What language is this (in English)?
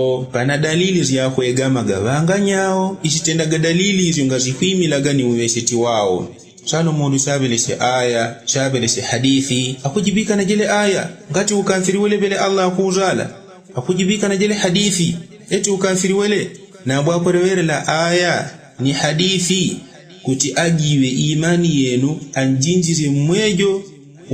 Yao